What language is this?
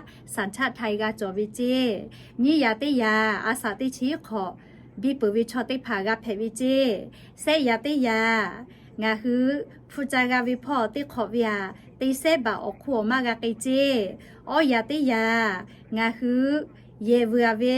Lahu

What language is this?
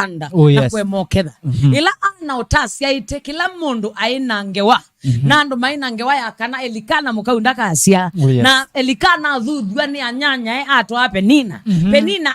Kamba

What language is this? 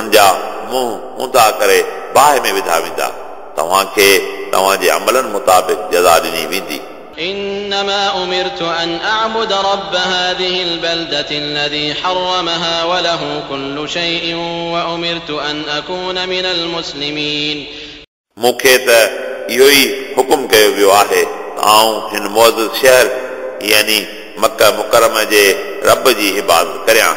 Sindhi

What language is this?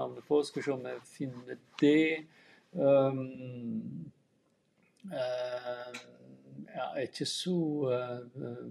Norwegian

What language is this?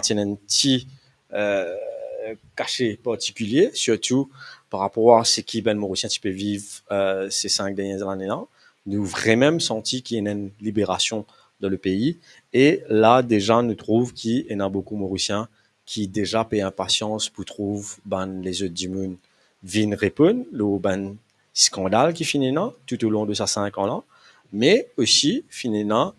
Morisyen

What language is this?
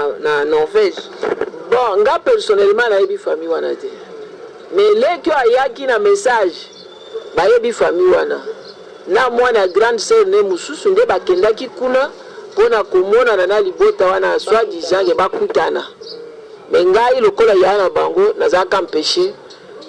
Lingala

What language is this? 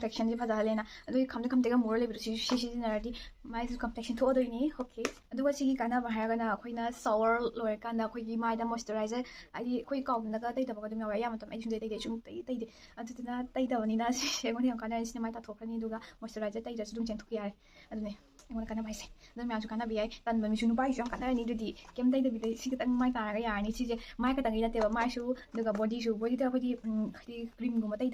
Manipuri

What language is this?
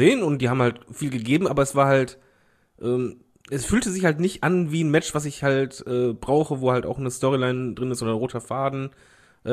German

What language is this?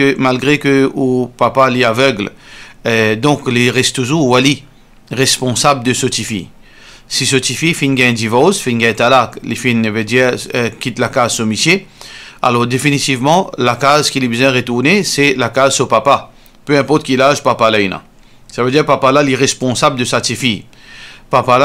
Morisyen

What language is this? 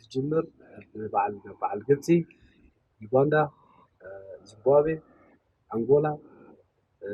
Tigrinya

